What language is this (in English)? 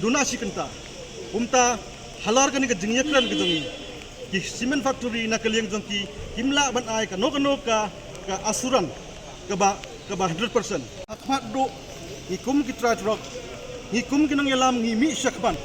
Pnar